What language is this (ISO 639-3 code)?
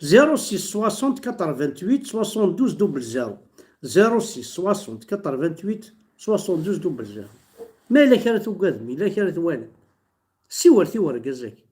kab